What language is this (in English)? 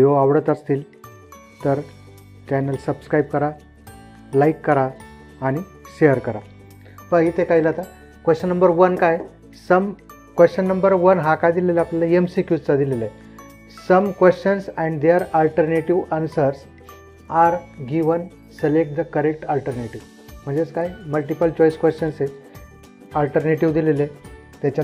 Marathi